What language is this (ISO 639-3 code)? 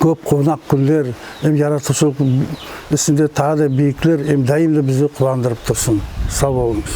nog